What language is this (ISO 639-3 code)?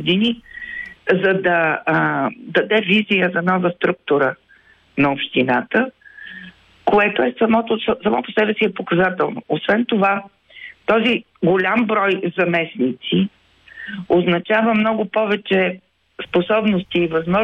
bul